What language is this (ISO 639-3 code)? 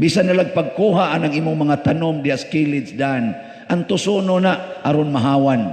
ceb